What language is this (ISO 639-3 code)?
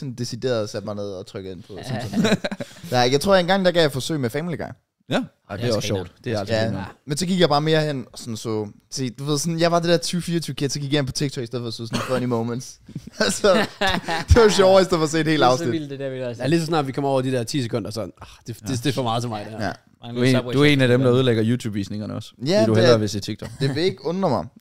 dan